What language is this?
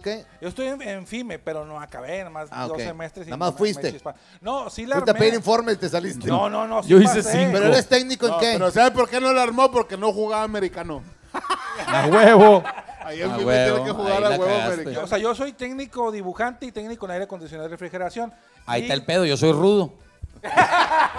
Spanish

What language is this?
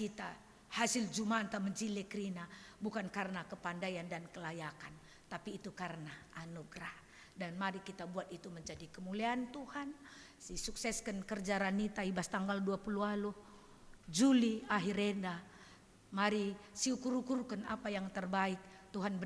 Batak Karo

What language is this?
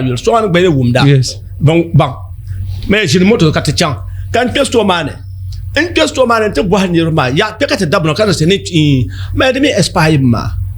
Dagbani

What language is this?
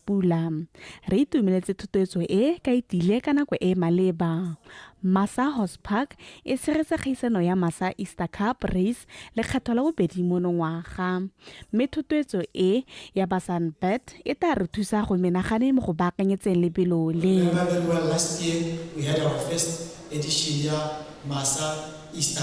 Tswana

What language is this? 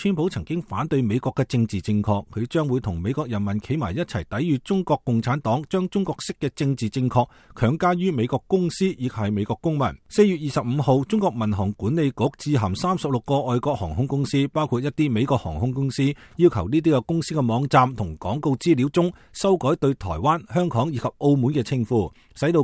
Cantonese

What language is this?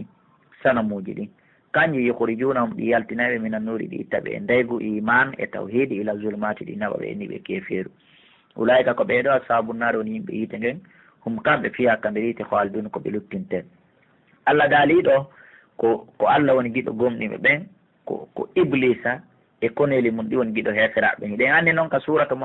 Pular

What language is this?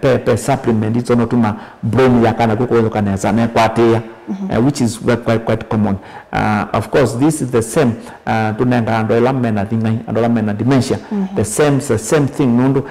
Kamba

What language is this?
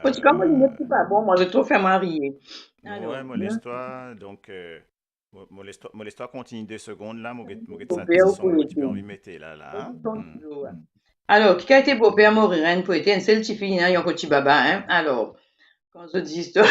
Morisyen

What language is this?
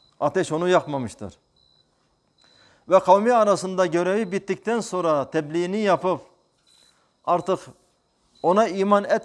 Turkish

